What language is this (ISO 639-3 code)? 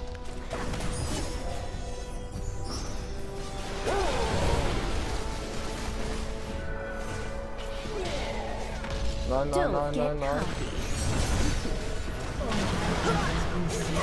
deu